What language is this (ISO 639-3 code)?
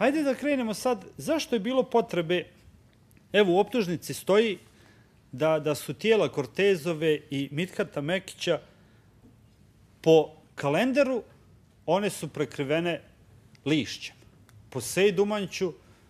bos